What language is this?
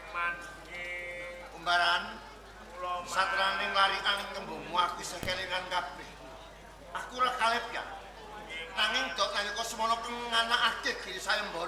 Javanese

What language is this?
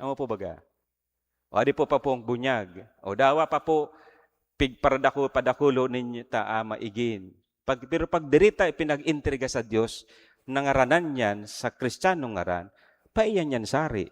Bikol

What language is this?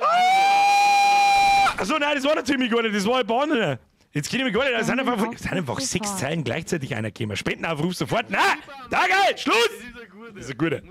Bavarian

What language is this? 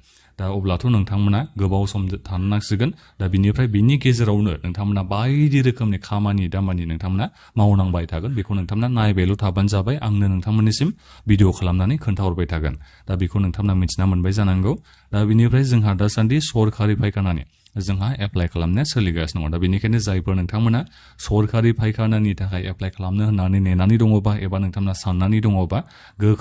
Bodo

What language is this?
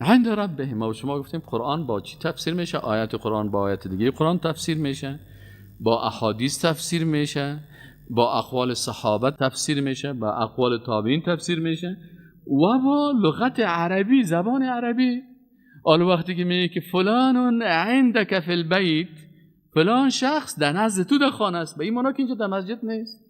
Persian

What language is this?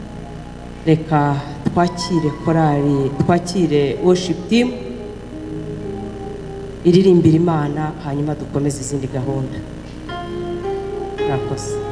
Kinyarwanda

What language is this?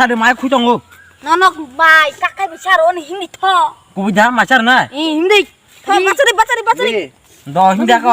Kok Borok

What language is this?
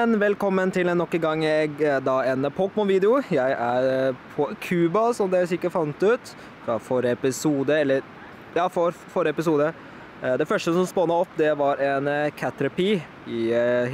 Norwegian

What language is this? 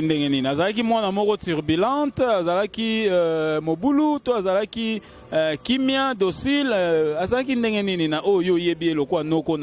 Lingala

